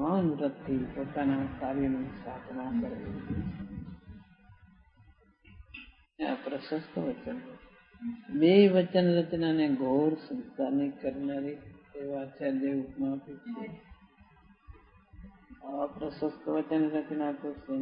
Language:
Gujarati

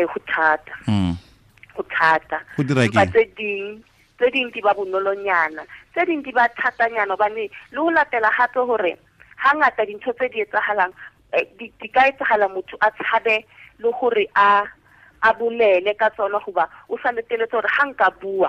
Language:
Tswana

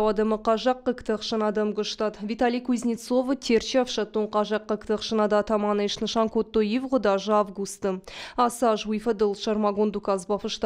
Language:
Ossetic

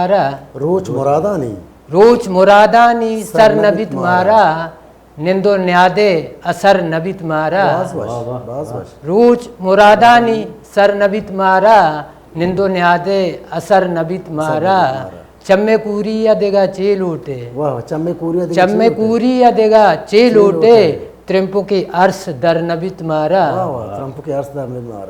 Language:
Baluchi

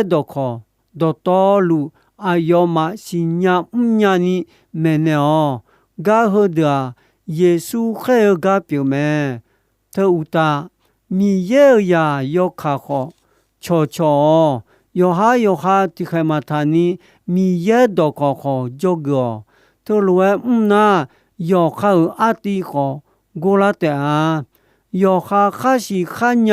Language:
Akha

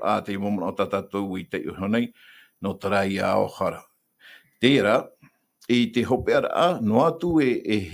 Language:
Tahitian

